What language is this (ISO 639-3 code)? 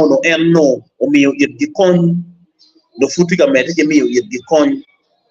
ach